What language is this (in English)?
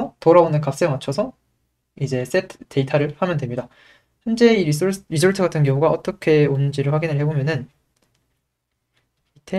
Korean